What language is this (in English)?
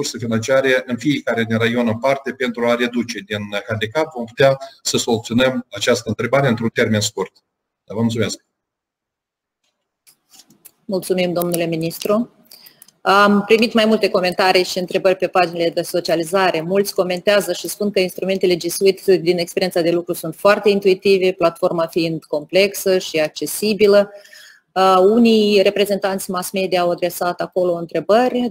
Romanian